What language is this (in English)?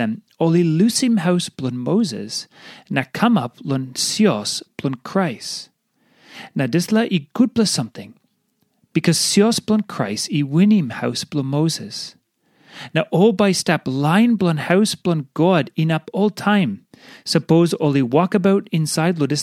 Tok Pisin